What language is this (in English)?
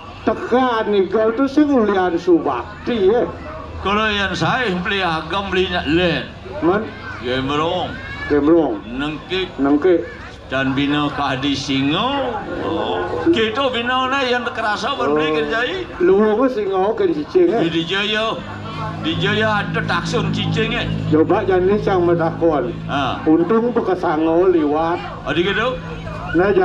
Balinese